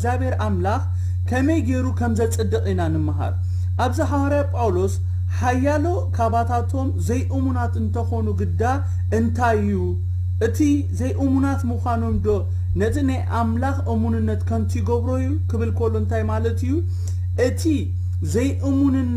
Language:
Tigrinya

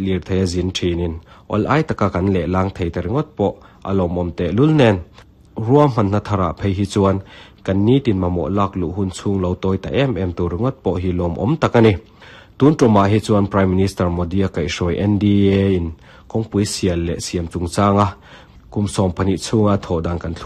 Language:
Mizo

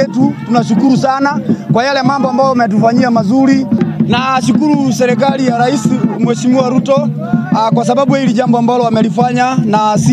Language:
Swahili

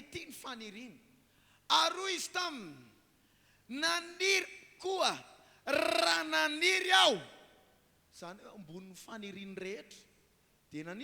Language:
Malagasy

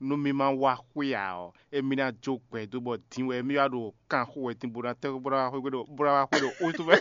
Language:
Fon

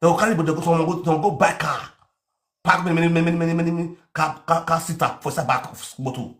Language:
Nigerian Pidgin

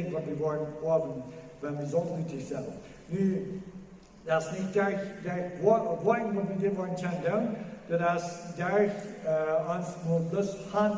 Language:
Plautdietsch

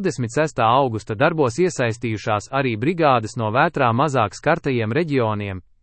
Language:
Latvian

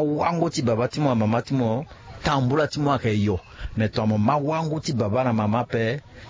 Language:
Sango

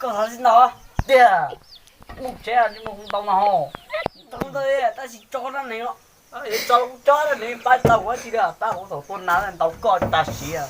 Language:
Hmong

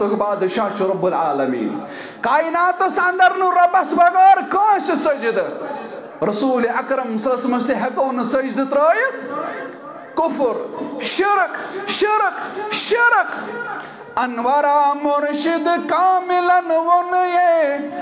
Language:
Kashmiri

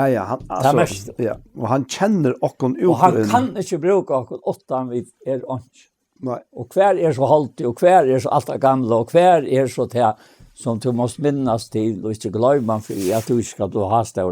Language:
Faroese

